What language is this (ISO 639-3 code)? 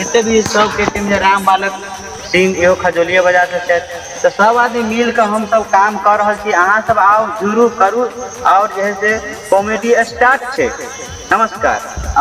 mai